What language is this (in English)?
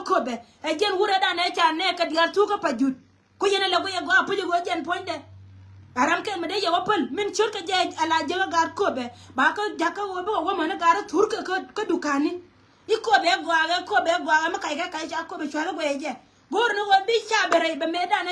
Nuer